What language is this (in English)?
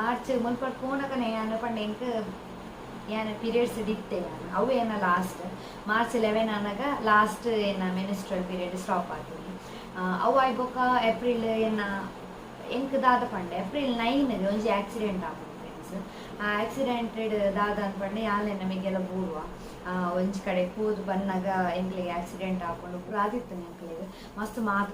Tulu